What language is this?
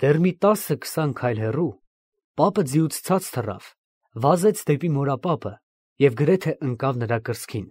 Armenian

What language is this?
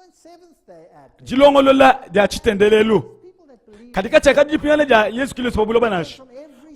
Luba-Lulua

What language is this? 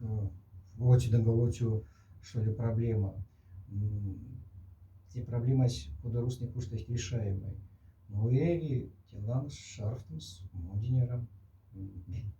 Moksha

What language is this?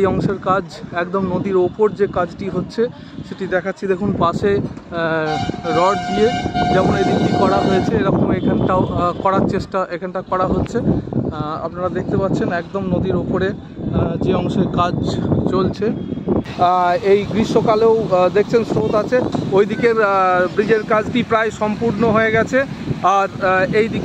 Bangla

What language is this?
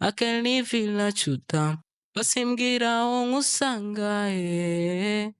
Kinyarwanda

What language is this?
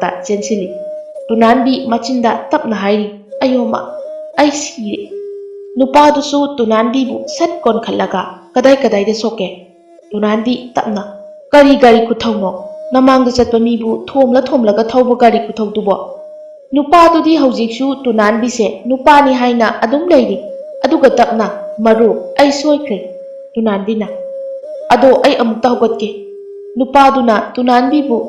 Manipuri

